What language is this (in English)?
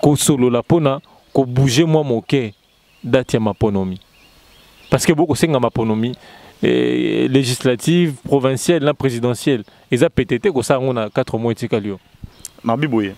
Lingala